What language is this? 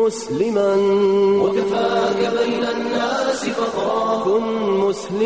Bosnian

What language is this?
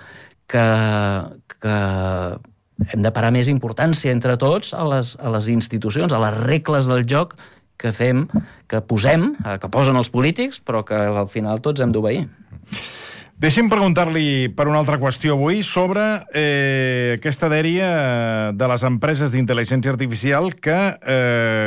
Catalan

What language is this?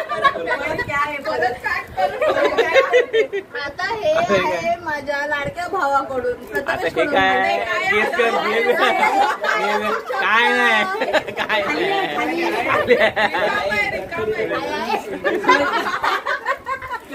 Marathi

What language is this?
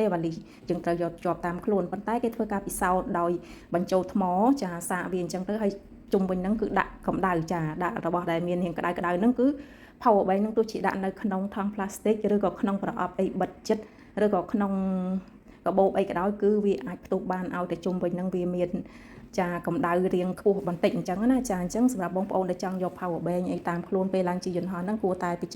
Khmer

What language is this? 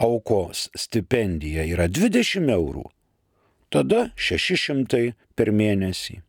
Lithuanian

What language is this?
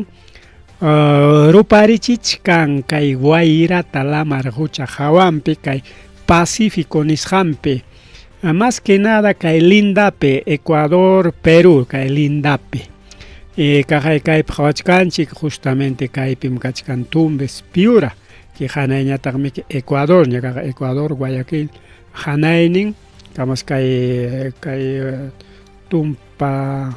Ayacucho Quechua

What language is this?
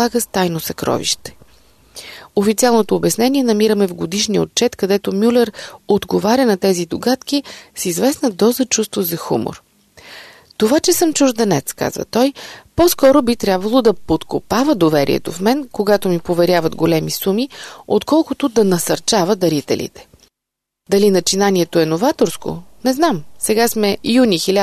Bulgarian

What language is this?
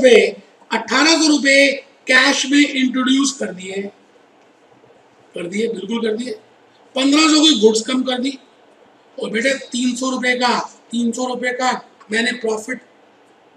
Hindi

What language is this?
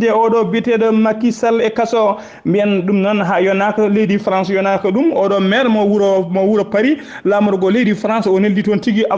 Fula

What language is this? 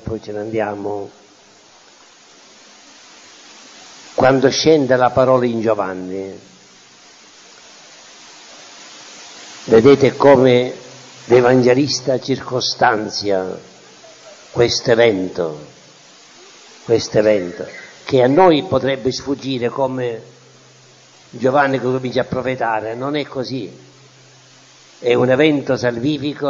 Italian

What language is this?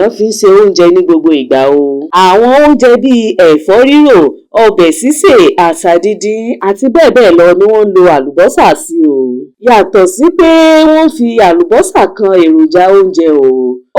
Yoruba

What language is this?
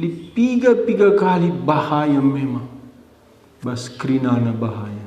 Batak Karo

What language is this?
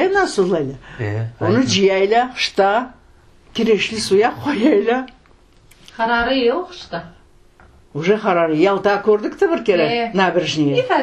Crimean Tatar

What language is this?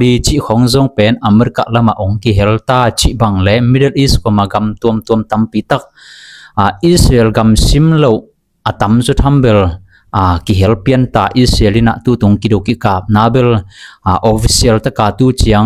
Tedim Chin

